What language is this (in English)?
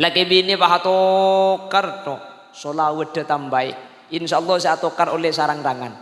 Madurese